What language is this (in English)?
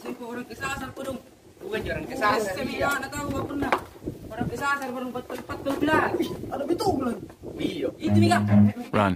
Makassar Malay